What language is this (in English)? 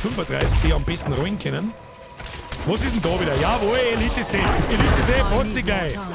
Bavarian